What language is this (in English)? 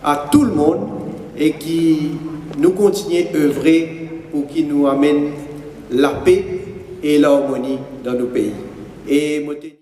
Morisyen